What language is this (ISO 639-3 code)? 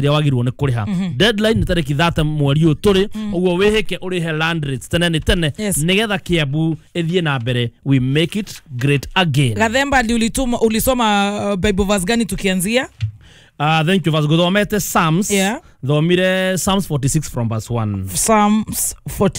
kik